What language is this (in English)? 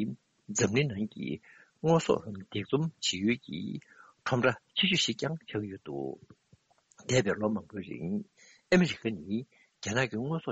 Tibetan